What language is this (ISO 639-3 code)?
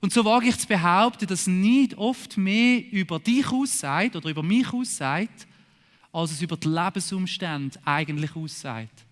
gsw